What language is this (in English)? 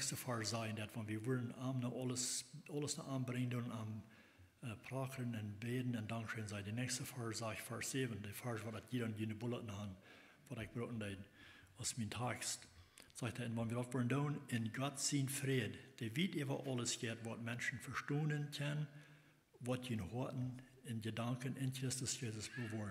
Plautdietsch